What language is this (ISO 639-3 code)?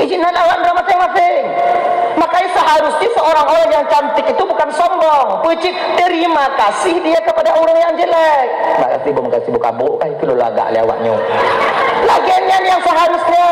ace